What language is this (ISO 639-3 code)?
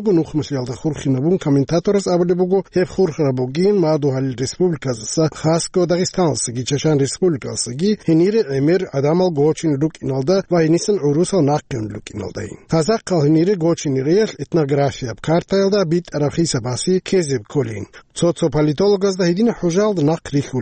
ava